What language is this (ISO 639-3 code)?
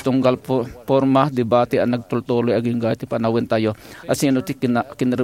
ilo